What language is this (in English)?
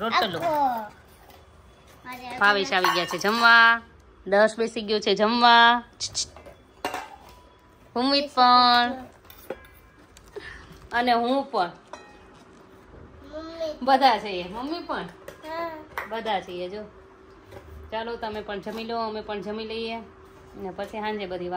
Gujarati